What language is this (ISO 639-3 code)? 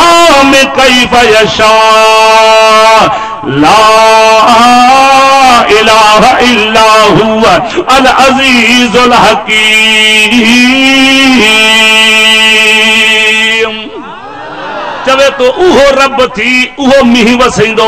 snd